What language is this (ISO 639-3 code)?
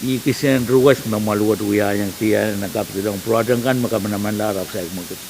pon